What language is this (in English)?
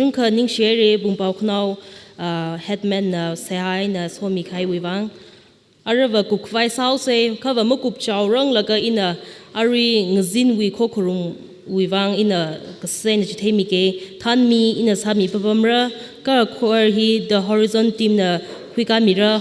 Tangkhul Naga (India)